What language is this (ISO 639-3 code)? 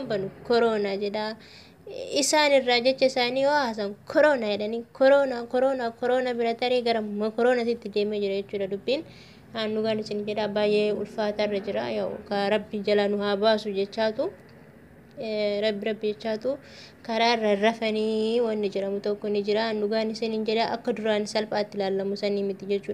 orm